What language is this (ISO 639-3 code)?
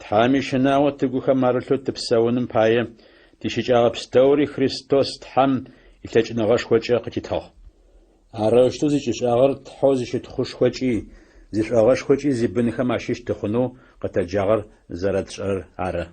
ady